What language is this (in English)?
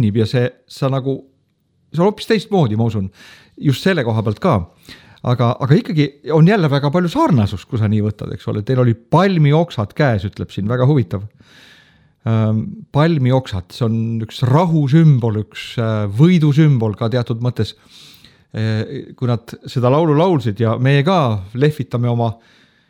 Estonian